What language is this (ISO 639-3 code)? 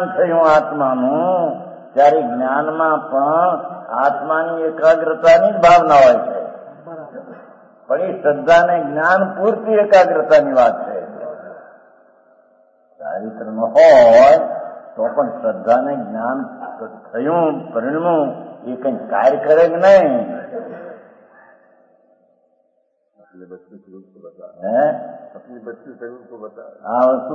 guj